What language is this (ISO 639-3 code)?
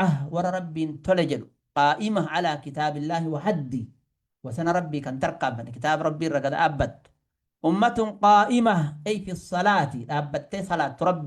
orm